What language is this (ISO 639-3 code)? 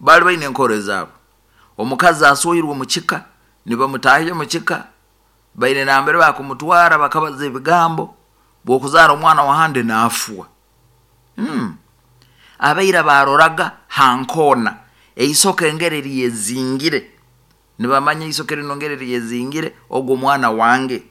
nyo